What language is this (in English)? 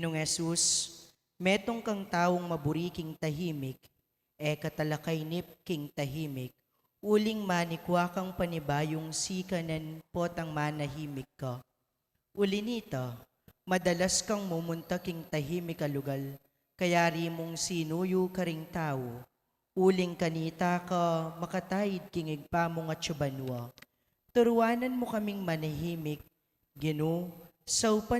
Pampanga